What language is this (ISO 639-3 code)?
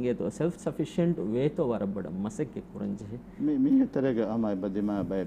div